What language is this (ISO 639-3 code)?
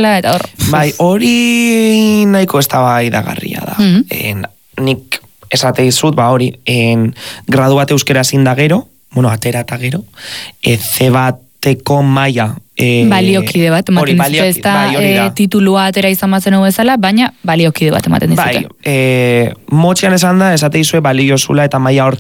eus